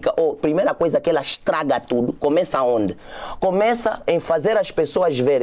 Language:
Portuguese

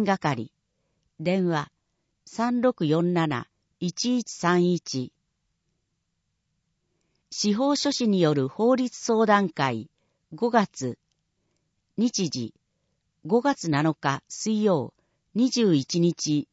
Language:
Japanese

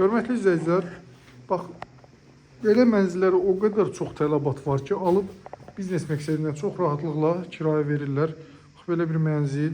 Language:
Azerbaijani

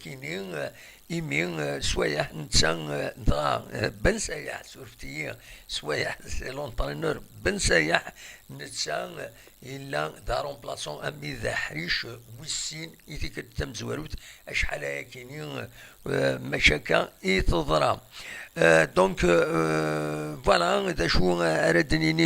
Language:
Kabyle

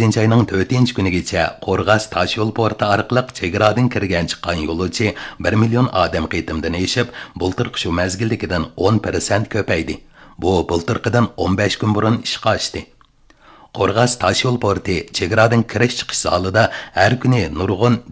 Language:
Uyghur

